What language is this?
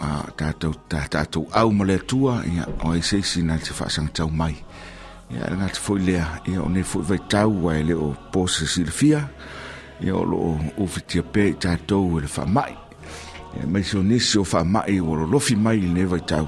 Samoan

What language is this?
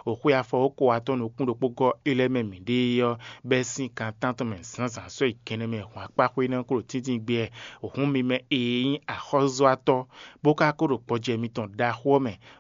Fon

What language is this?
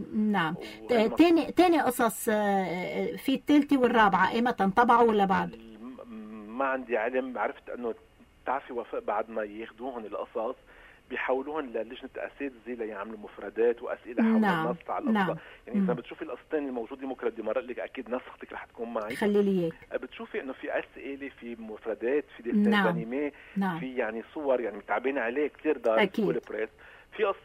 North Levantine Arabic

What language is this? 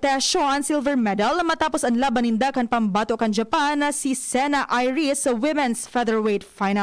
Bikol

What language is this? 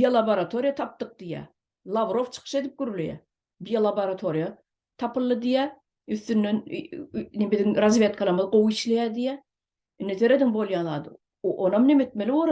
Turkmen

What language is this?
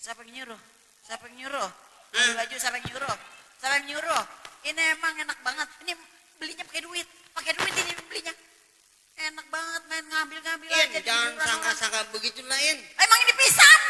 Betawi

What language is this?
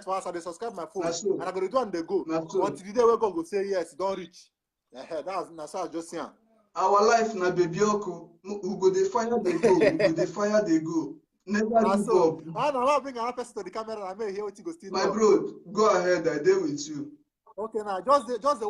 Nigerian Pidgin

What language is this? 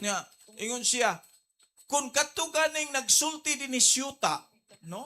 Cebuano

